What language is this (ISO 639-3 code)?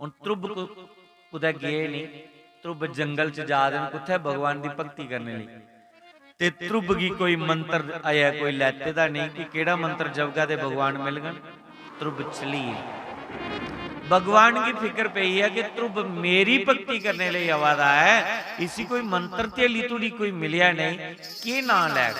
doi